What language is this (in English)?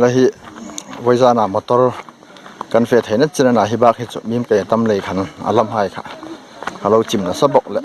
Hmar